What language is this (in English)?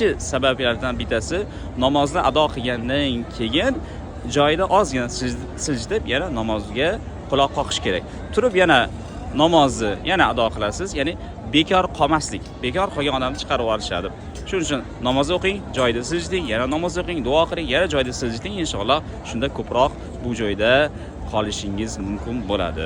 Uzbek